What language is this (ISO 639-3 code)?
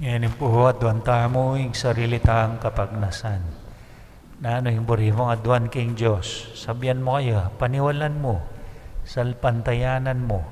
pam